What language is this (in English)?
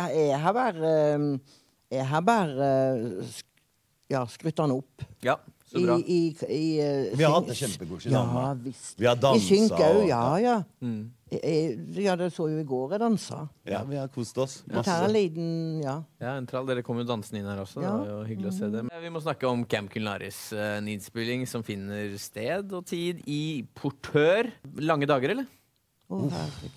Norwegian